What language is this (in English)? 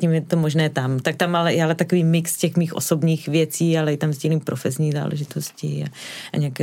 Czech